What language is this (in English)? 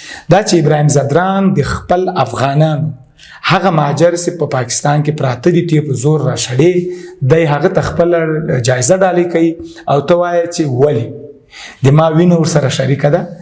Pashto